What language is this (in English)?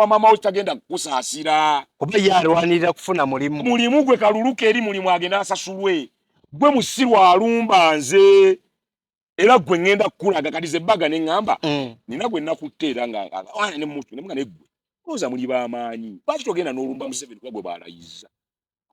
Ganda